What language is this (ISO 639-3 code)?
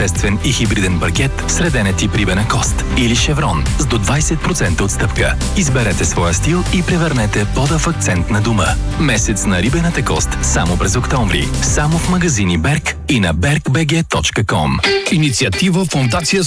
bul